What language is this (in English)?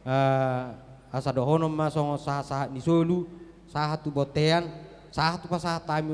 Batak Toba